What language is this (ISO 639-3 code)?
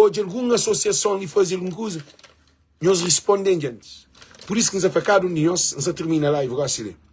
kea